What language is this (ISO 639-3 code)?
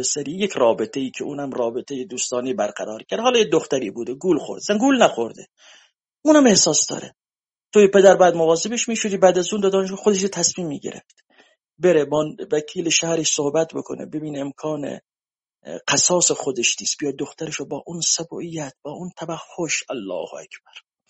fas